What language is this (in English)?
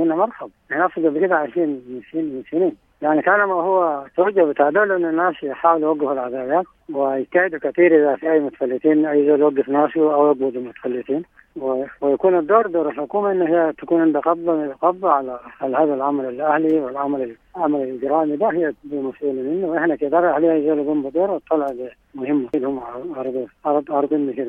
Sudanese Arabic